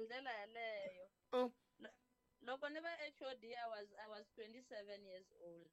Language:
Tsonga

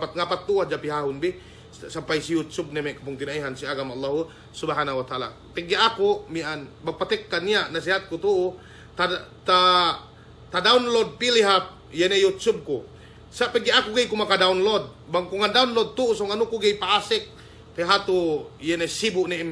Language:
Yakan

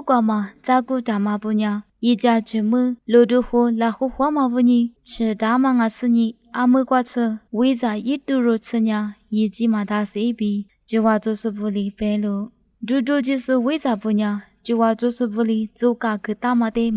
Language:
Lisu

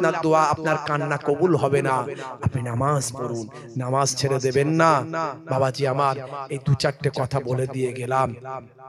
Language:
Bangla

